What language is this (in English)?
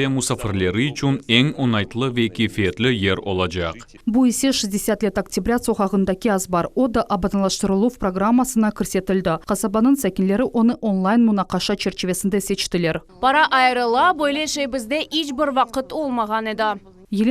Crimean Tatar